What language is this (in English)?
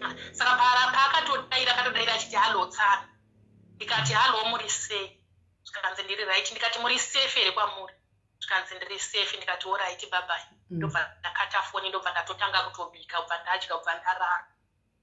Shona